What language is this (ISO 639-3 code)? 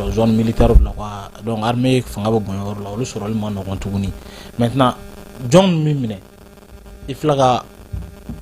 bam